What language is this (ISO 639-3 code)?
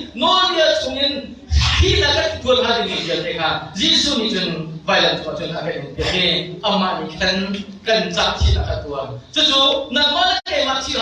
cnh